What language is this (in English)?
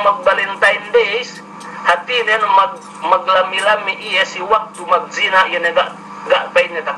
Yakan